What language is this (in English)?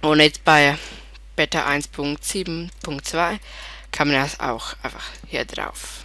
Swiss German